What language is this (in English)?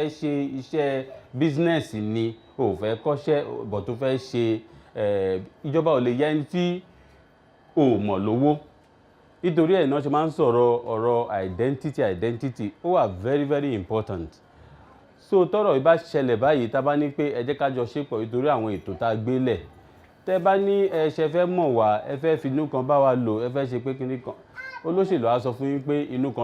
Yoruba